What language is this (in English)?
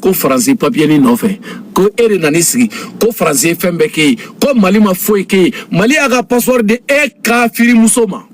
Bambara